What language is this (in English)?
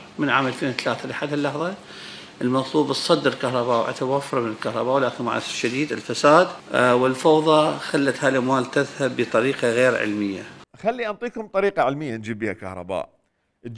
Mesopotamian Arabic